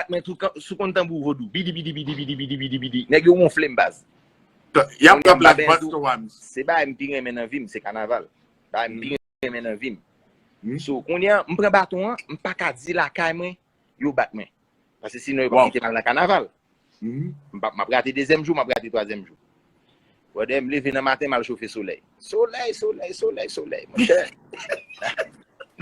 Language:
Haitian Creole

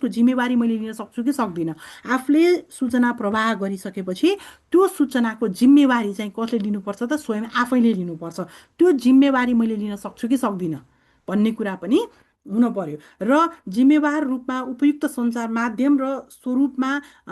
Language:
Nepali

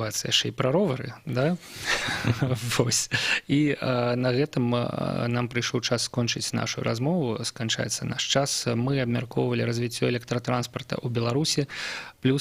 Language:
Belarusian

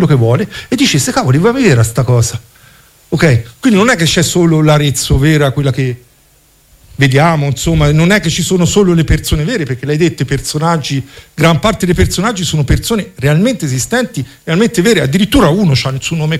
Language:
Italian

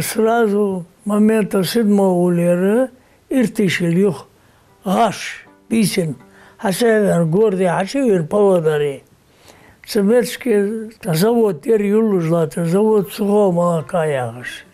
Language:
Ingush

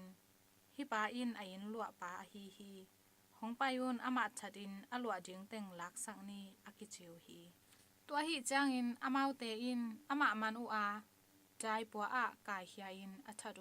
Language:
Tedim Chin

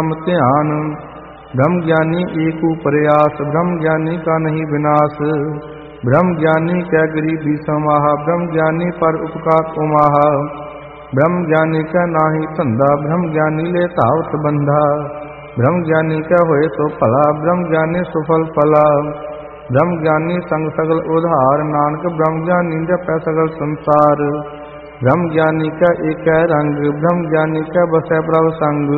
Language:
Punjabi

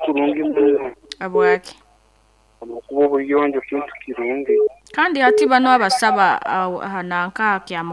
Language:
Nyoro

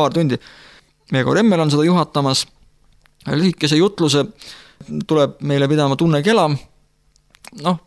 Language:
Estonian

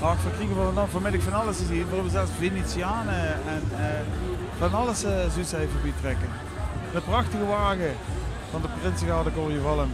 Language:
Limburgish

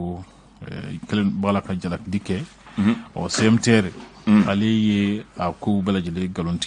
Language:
Bambara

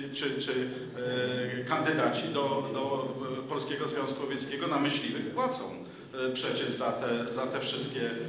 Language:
Polish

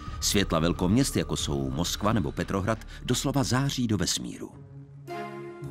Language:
Czech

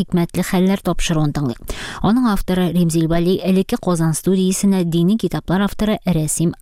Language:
Tatar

